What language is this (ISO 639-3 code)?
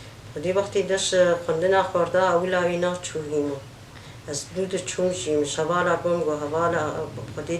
kur